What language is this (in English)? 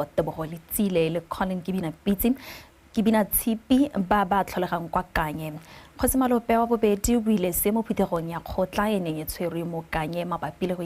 Tswana